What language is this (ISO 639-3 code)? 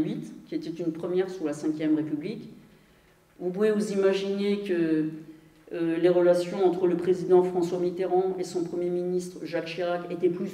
fra